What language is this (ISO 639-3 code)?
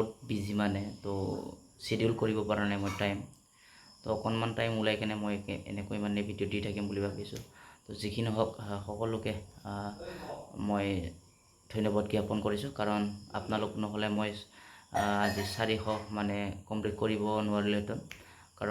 asm